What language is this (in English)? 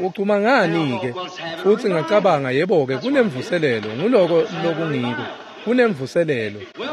Swati